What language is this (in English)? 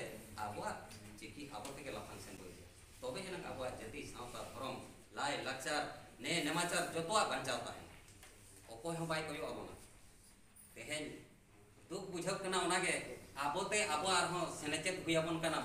Santali